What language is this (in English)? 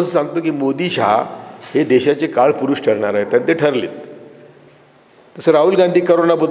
Marathi